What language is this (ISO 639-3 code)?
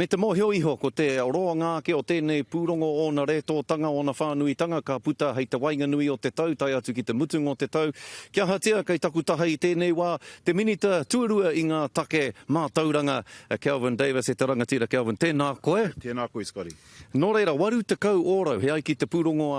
mri